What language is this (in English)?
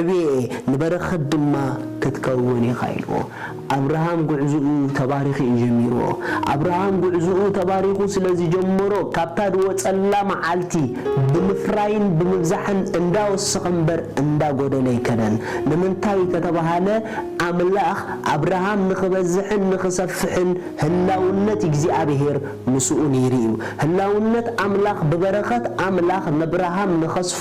Tigrinya